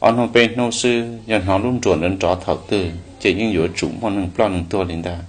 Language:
Hmong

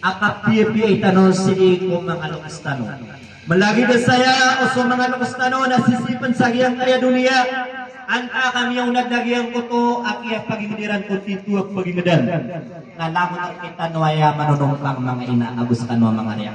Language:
Maranao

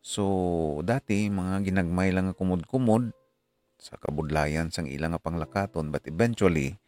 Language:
Hiligaynon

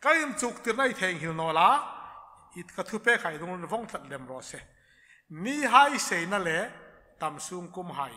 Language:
Hmar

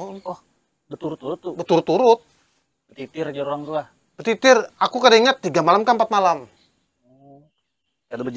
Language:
Banjar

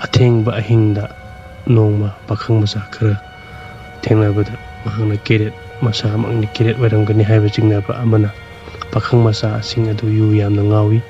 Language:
Manipuri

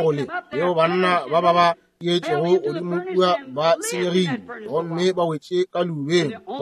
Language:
Northern Sotho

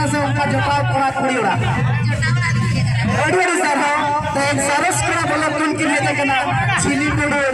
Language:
Santali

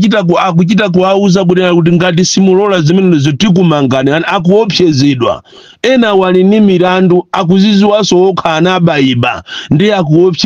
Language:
Nyanja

